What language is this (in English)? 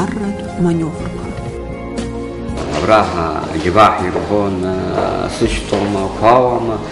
Abkhazian